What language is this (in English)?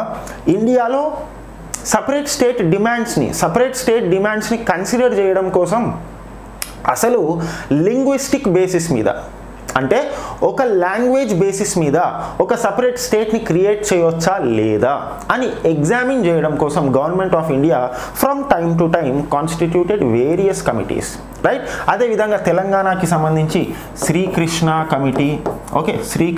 Telugu